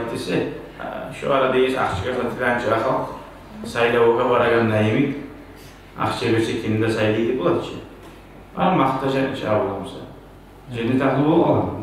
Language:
Kumyk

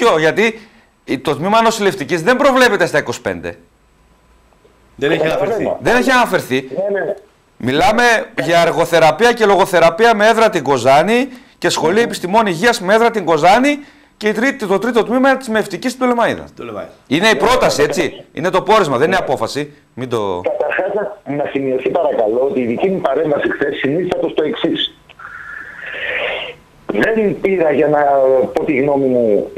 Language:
Greek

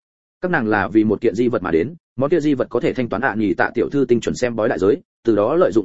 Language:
Vietnamese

